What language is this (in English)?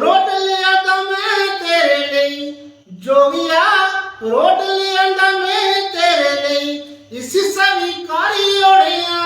Dogri